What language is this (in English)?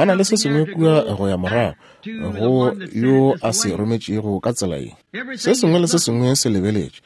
Northern Sotho